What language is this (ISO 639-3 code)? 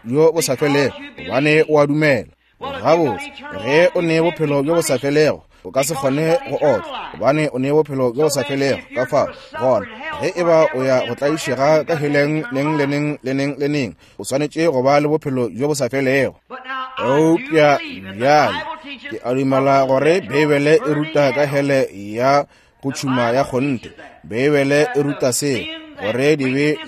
nso